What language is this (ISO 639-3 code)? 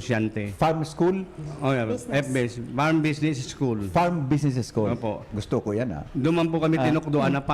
bik